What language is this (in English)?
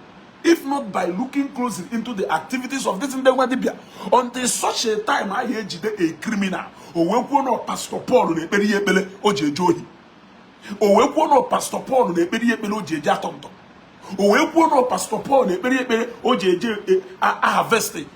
Igbo